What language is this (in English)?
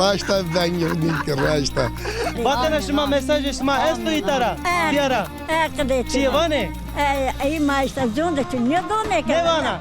Zaza